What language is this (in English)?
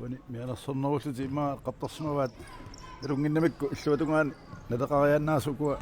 Kalaallisut